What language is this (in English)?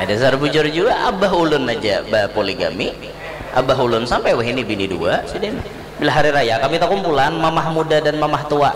Banjar